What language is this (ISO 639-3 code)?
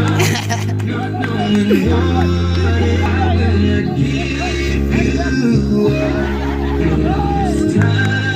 nmf